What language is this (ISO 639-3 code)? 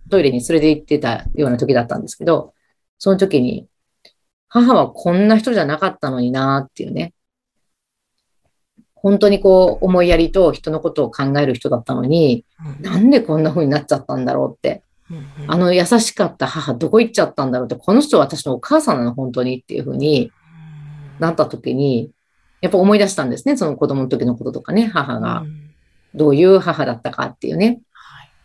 jpn